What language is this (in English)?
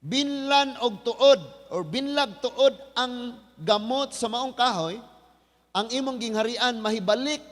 Cebuano